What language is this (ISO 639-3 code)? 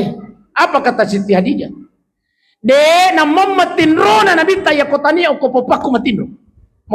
bug